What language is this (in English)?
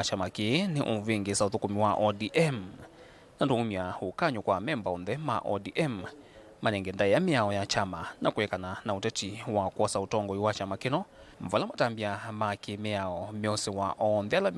Kamba